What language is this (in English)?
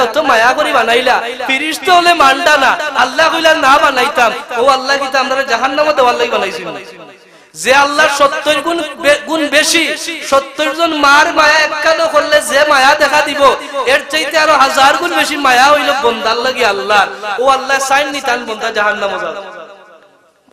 Sylheti